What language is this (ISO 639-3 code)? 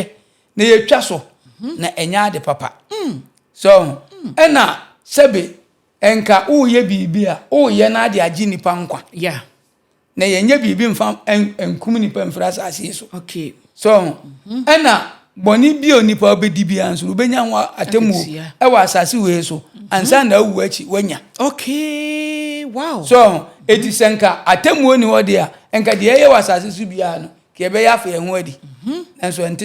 aka